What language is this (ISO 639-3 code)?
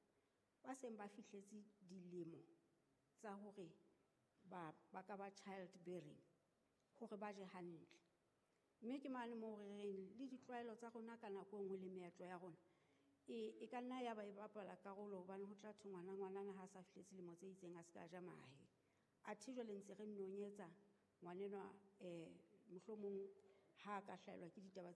sot